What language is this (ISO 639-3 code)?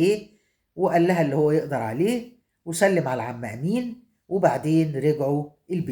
arz